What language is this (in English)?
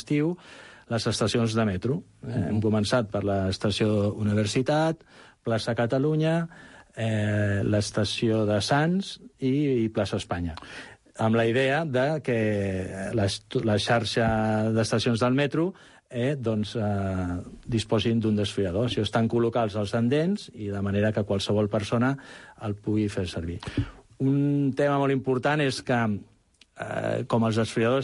Catalan